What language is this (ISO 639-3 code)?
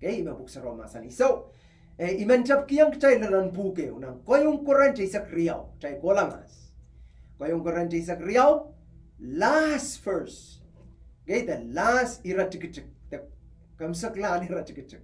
pon